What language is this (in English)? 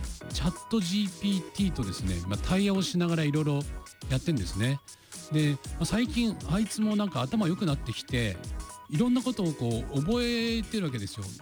Japanese